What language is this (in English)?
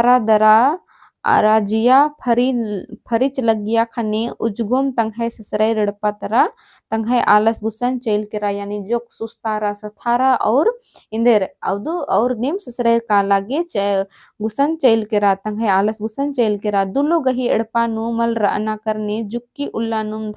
Kurukh